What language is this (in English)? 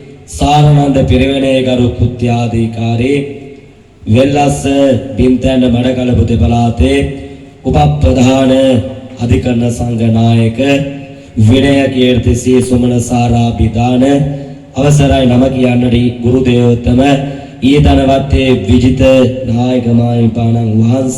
Sinhala